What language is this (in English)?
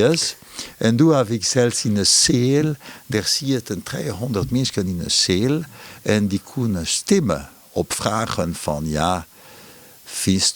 Western Frisian